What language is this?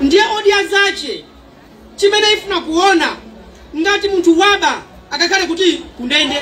Nyanja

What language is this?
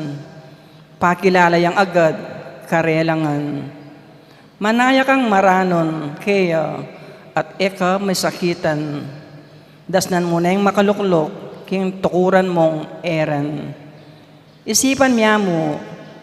Pampanga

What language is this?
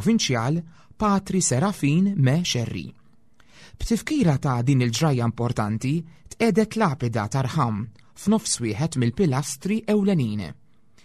Maltese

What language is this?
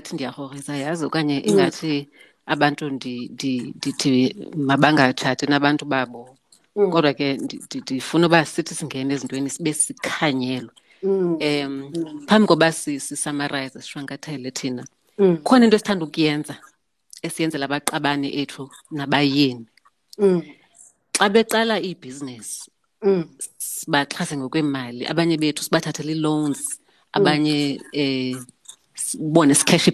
Xhosa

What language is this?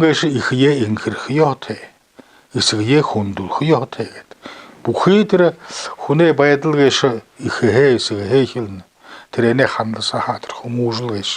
Buriat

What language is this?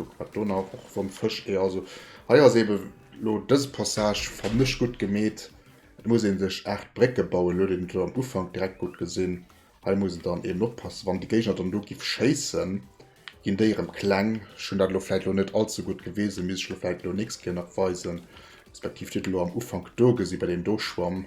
Luxembourgish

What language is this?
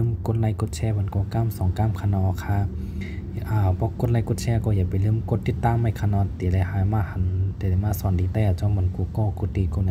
Shan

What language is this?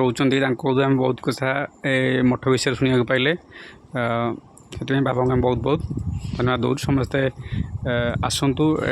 Odia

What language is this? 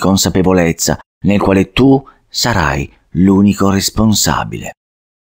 Italian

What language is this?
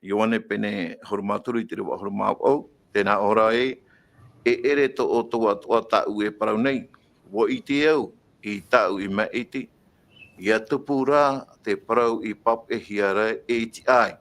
Tahitian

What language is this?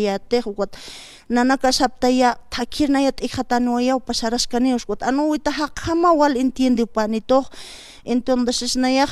Aymara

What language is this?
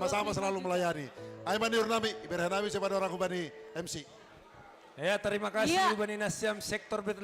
Batak Simalungun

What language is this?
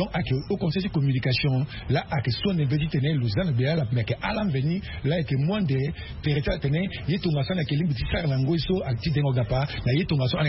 Sango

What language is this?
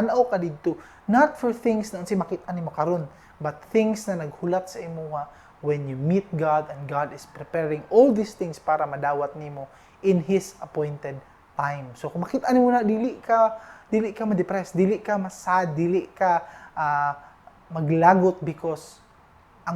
Cebuano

